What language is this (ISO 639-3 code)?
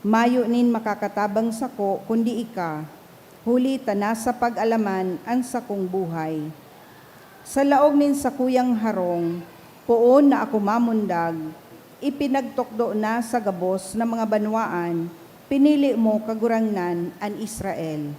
bik